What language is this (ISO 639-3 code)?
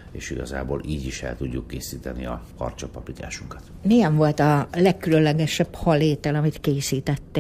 hun